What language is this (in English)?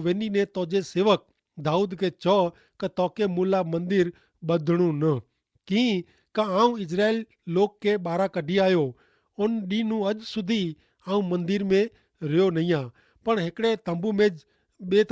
Kachhi